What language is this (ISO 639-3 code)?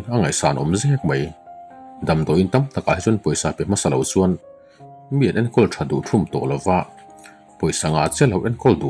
lus